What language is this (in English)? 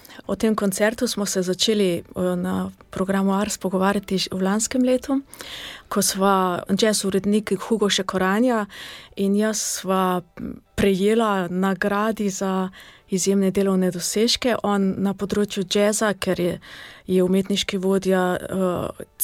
Slovenian